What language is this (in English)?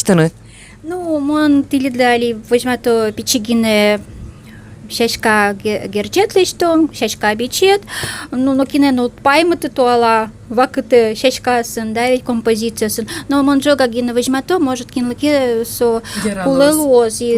Udmurt